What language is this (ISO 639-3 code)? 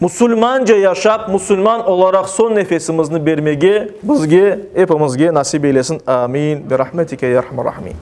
crh